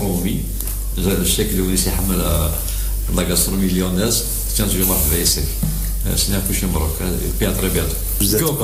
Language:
Kabyle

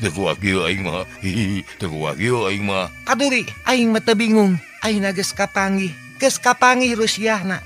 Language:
Sundanese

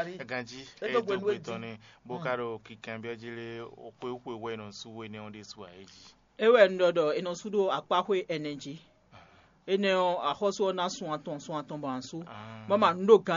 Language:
Fon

